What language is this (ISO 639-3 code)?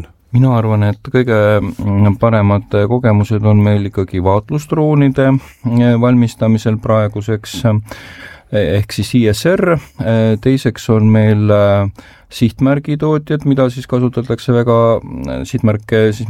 est